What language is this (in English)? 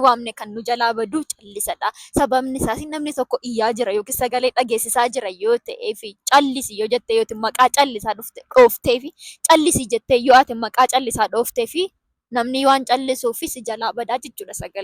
Oromo